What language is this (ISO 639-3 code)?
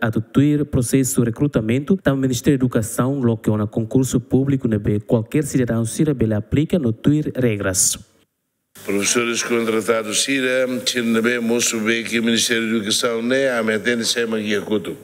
tet